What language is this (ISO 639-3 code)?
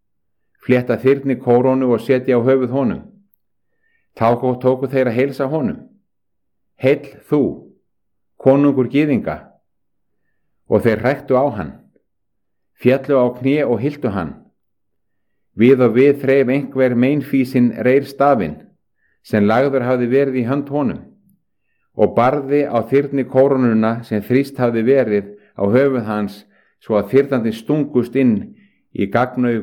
isl